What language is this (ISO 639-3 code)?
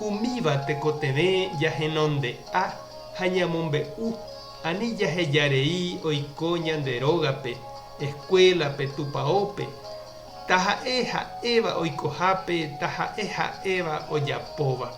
grn